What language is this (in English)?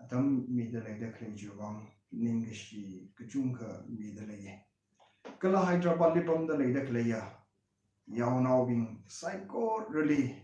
Tangkhul Naga (India)